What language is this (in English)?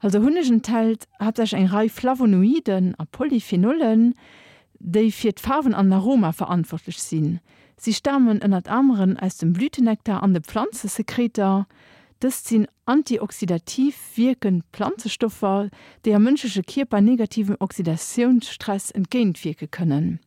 Luxembourgish